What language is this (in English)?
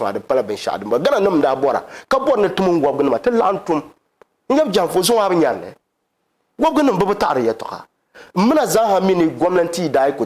Dagbani